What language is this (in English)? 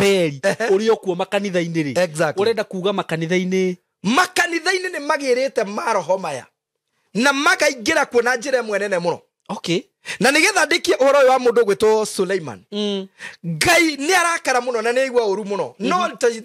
Kikuyu